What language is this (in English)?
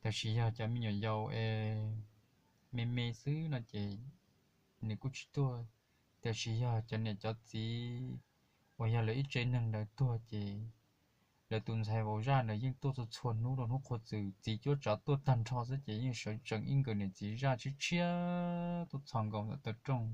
Hmong